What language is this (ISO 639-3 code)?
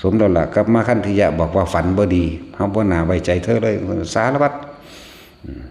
tts